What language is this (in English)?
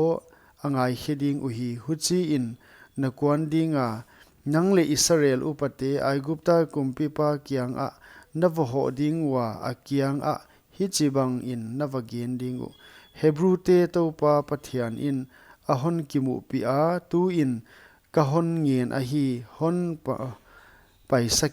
Paite Chin